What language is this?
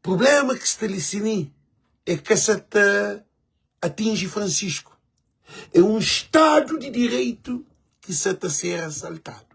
Kabuverdianu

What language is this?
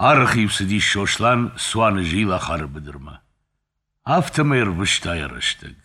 Ossetic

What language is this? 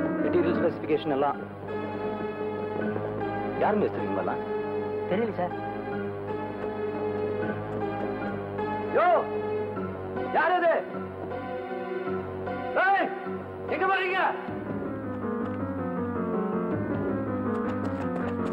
Tamil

